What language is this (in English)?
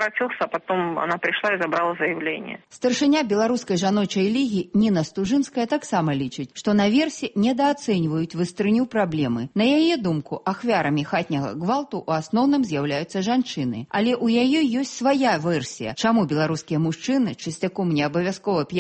Belarusian